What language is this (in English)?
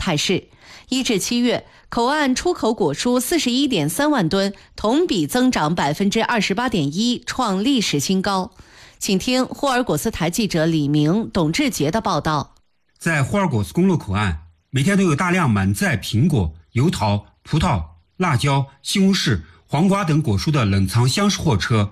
Chinese